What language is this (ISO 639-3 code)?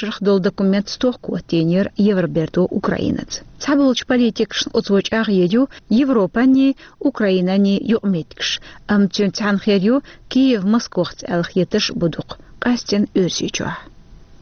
che